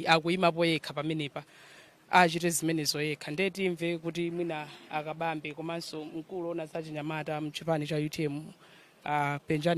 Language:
Nyanja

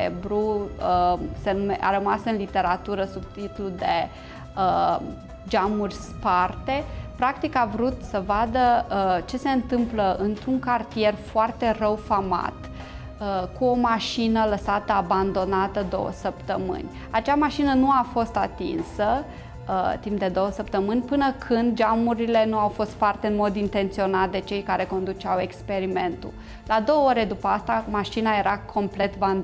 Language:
Romanian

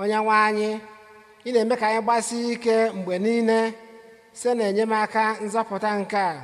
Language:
Igbo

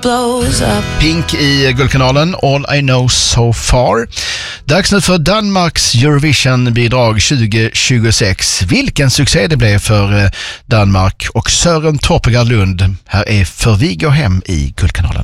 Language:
Swedish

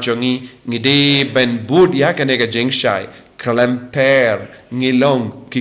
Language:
Khasi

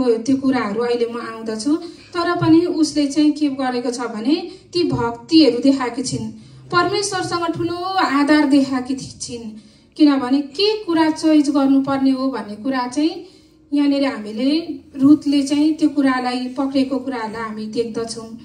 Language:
Nepali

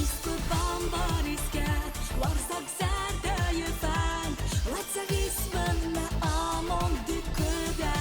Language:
Ossetic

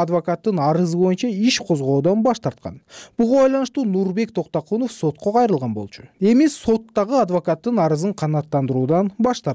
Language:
Kyrgyz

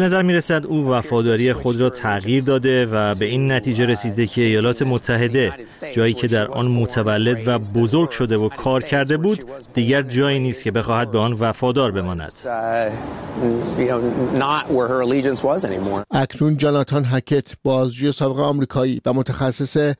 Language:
Persian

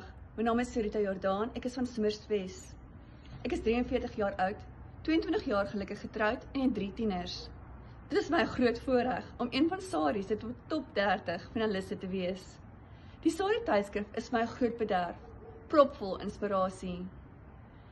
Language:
Afrikaans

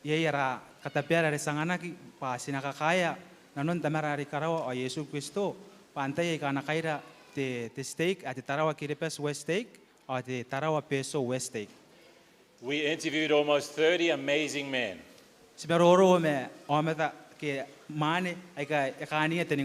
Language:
Gilbertese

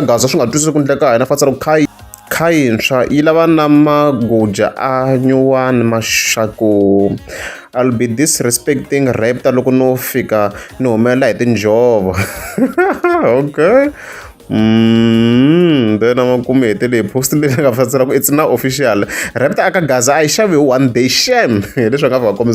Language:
Tsonga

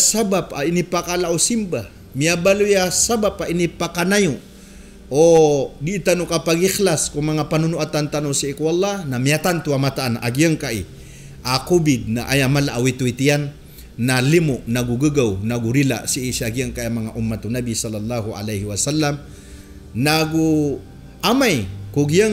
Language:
Maranao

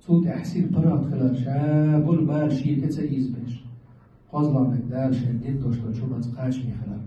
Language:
Chechen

